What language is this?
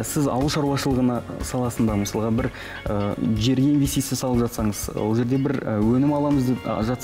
Kazakh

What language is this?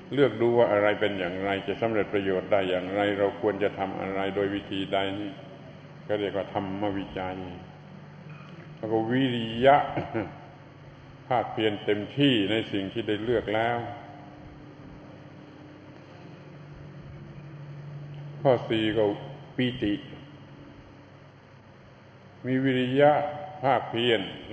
Thai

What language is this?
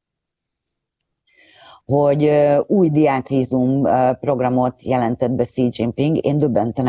Hungarian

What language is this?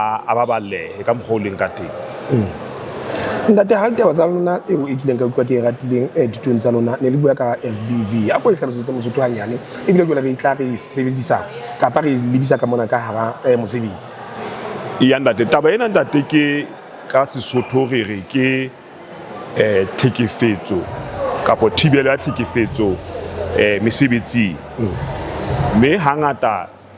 Southern Sotho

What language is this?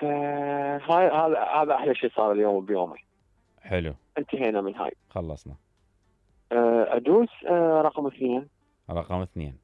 Mesopotamian Arabic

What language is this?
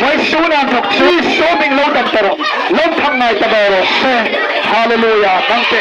Hmar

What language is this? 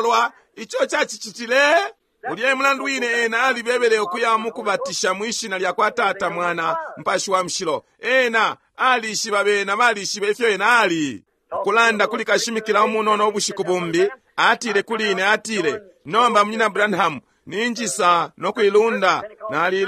Bemba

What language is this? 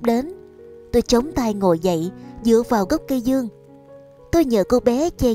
Vietnamese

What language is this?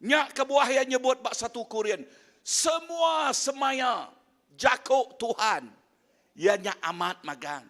Iban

